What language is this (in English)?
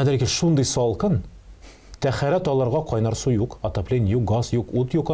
Tatar